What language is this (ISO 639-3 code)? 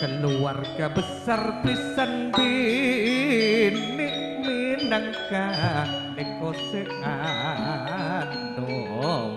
mad